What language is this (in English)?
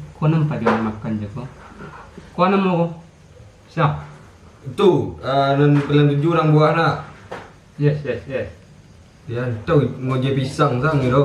Minangkabau